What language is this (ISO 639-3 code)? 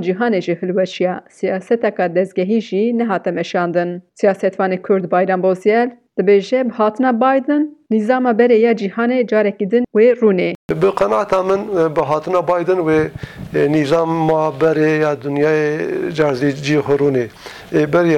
kur